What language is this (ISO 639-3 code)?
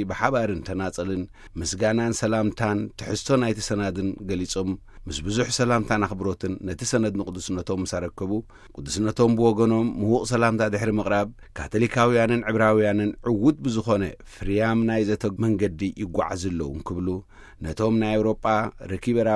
tir